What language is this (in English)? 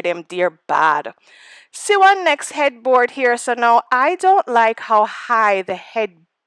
Jamaican Creole English